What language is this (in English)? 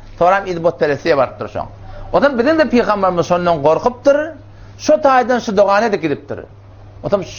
Turkmen